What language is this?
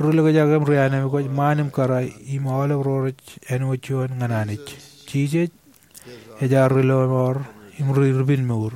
Marshallese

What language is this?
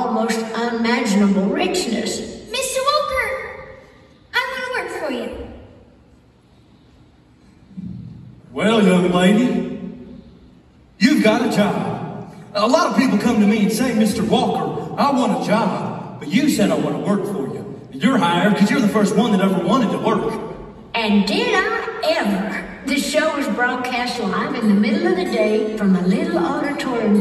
English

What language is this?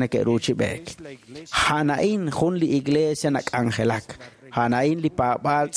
Kekchí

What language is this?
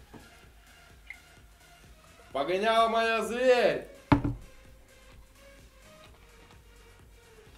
Russian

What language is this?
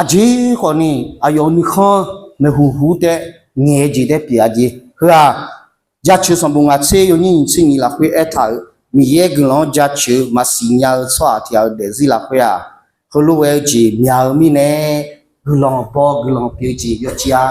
Akha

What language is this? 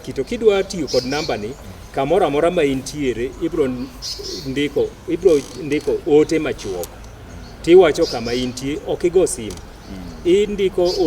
Luo (Kenya and Tanzania)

